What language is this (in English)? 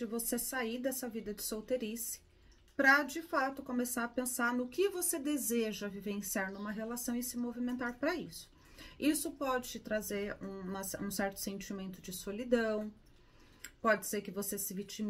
Portuguese